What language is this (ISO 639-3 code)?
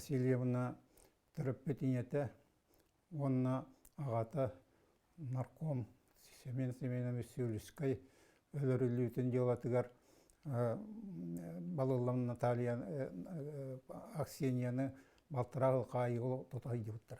sah